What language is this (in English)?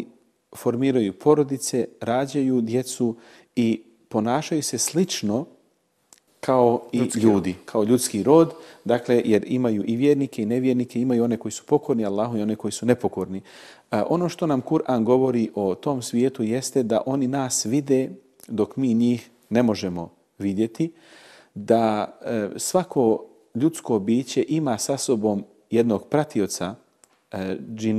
Bosnian